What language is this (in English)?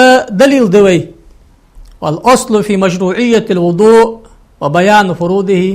Ingush